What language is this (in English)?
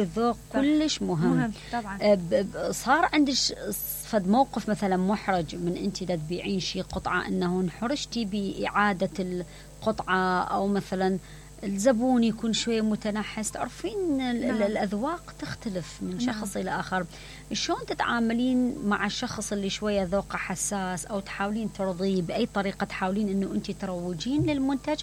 Mesopotamian Arabic